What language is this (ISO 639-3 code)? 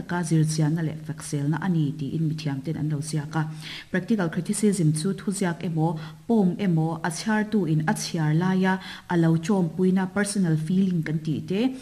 lus